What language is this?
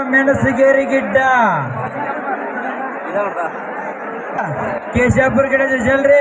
Kannada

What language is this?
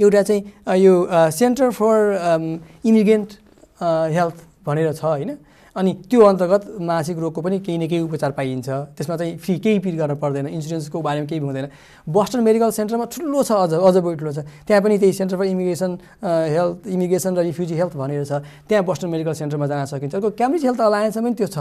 Nepali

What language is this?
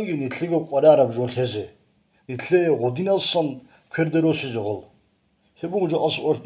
Avaric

